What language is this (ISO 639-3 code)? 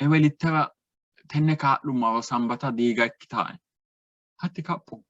sid